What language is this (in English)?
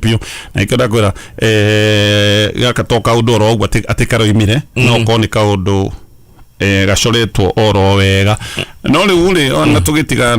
Kikuyu